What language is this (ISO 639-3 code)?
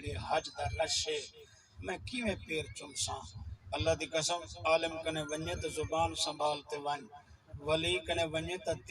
skr